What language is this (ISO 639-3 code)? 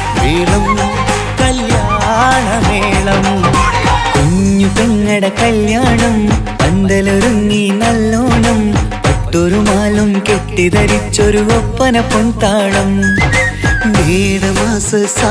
mal